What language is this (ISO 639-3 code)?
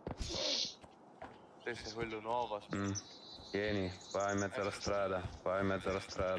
ita